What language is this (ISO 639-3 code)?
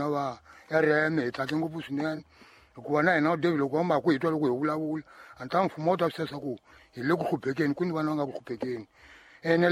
tso